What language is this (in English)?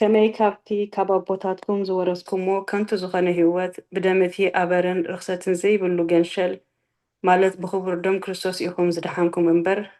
Tigrinya